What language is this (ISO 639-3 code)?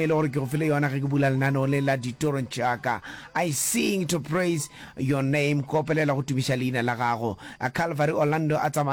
nso